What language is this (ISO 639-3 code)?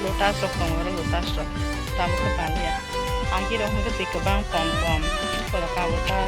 trp